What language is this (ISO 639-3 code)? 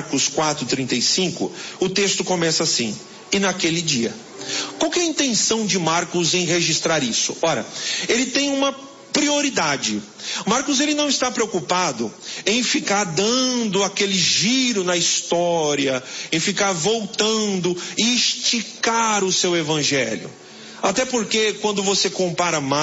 por